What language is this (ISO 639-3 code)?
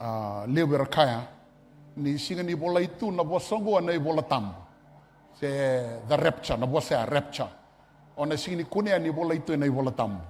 fij